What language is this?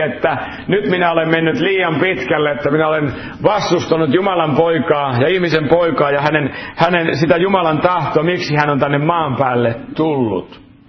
Finnish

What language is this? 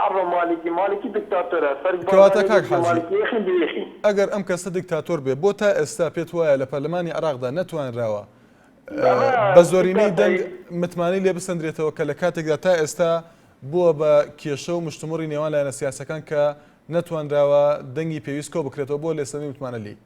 Central Kurdish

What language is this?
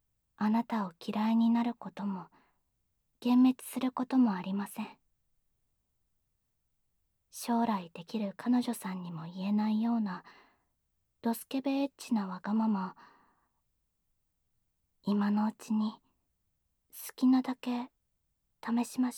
Japanese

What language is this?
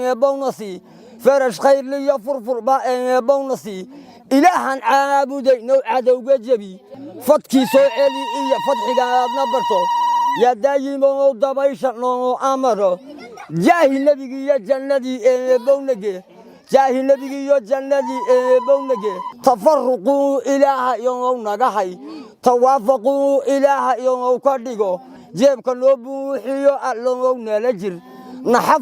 Somali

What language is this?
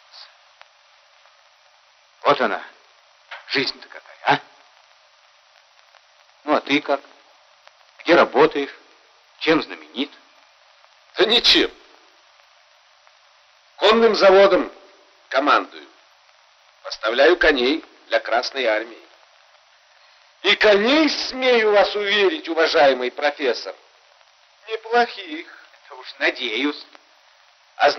Russian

